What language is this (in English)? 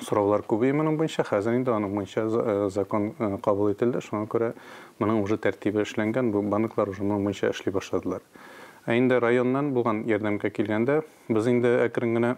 Tatar